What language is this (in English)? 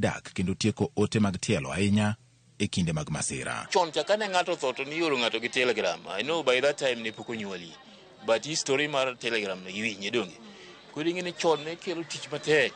Luo (Kenya and Tanzania)